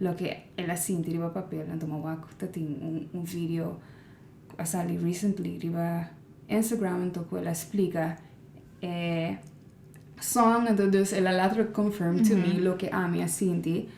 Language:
Papiamento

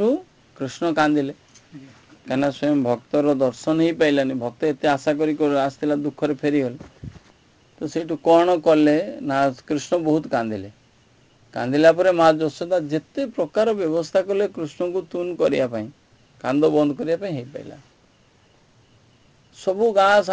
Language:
Odia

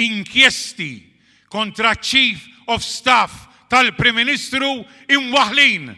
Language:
Maltese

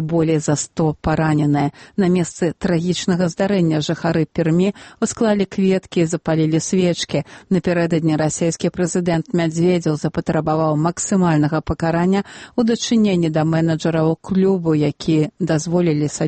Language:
Belarusian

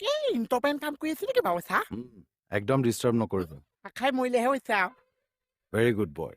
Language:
Assamese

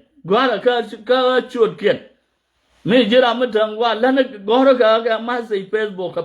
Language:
Nuer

